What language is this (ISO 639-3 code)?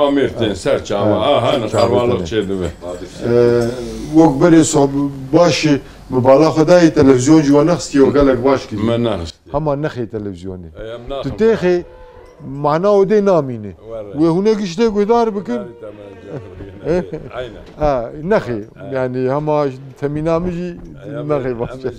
kur